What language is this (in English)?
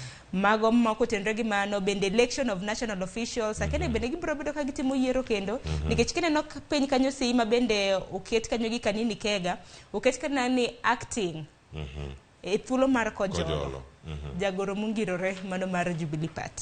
Luo (Kenya and Tanzania)